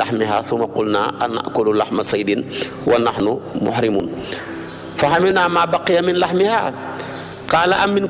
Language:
Wolof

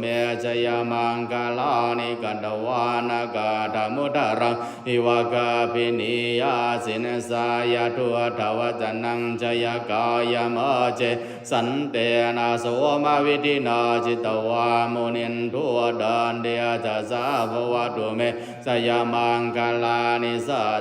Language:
Pali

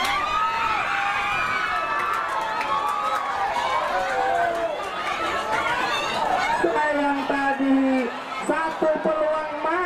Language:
Indonesian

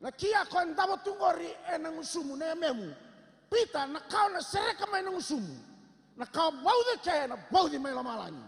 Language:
Fijian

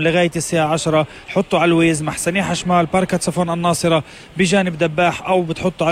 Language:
North Levantine Arabic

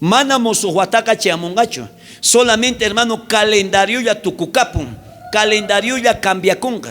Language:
South Bolivian Quechua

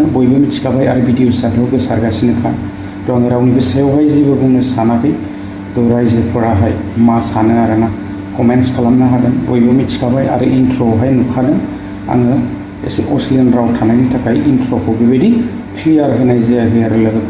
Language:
Bodo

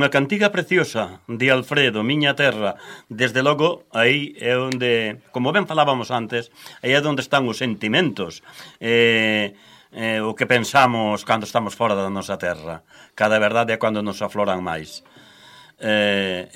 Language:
Galician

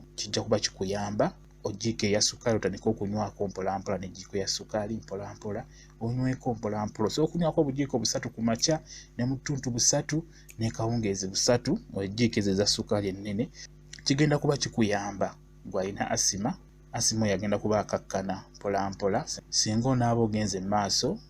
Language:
Ganda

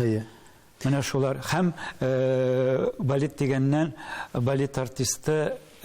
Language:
Tatar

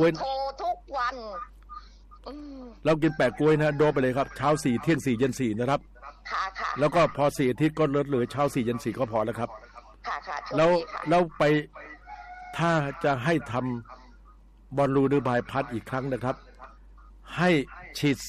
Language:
Thai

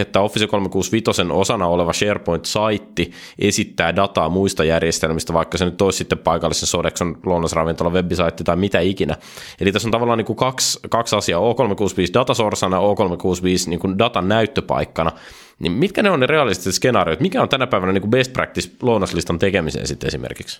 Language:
Finnish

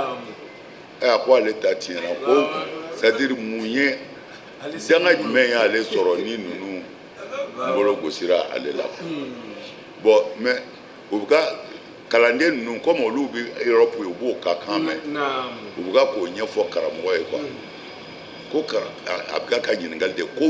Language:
Bambara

